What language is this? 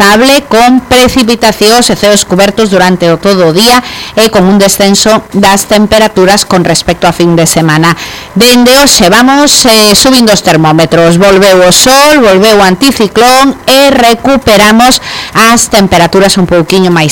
Galician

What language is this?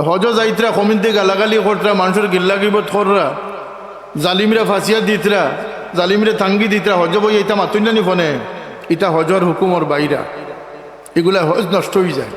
Sylheti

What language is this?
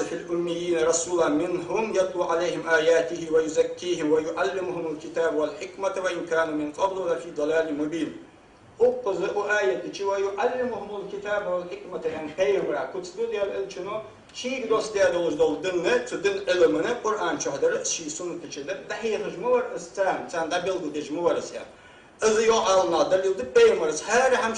Ingush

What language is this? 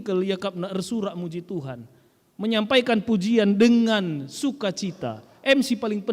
Batak Karo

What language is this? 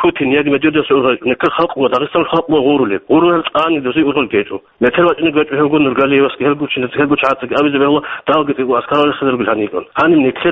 Avaric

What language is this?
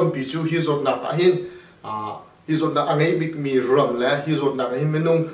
Hakha Chin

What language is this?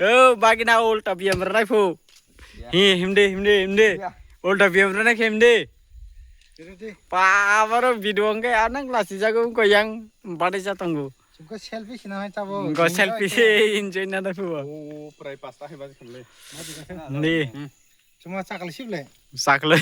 Kok Borok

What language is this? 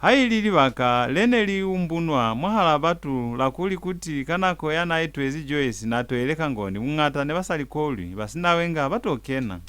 Lozi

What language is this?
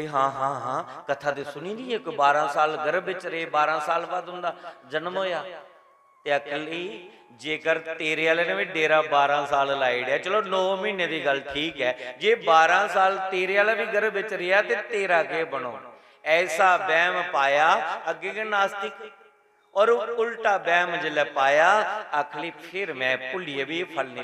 Dogri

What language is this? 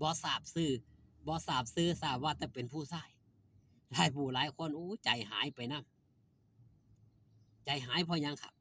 Northeastern Thai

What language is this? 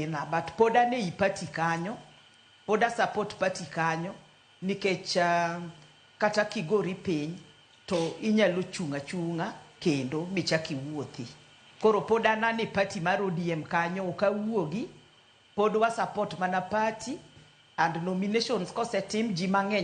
Luo (Kenya and Tanzania)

